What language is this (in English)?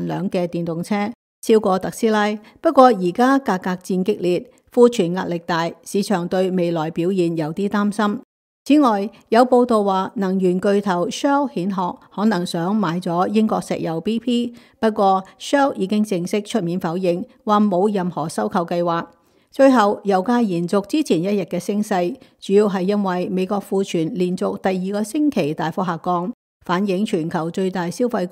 Cantonese